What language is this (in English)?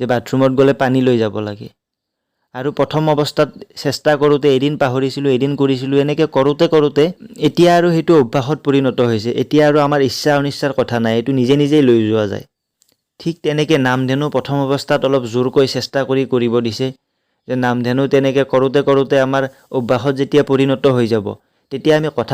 Assamese